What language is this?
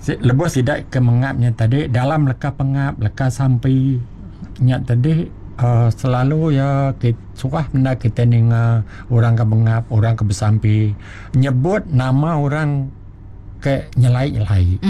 Iban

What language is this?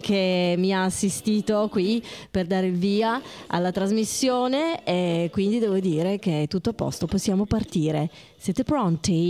Italian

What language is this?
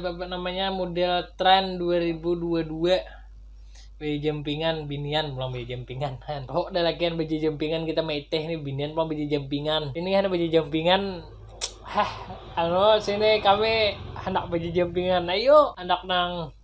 Banjar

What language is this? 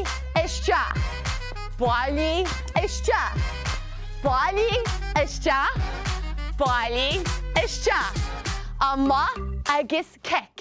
Irish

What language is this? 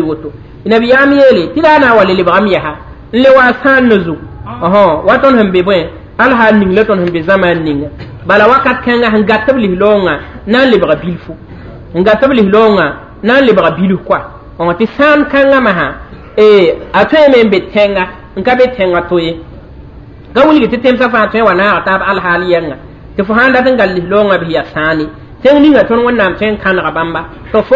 Mossi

